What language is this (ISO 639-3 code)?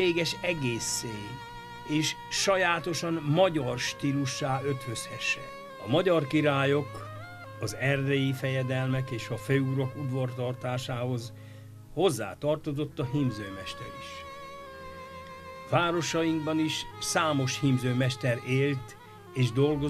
hun